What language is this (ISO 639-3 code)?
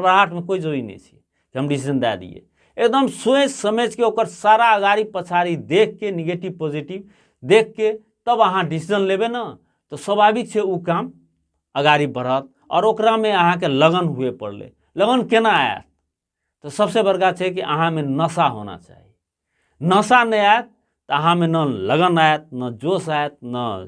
mai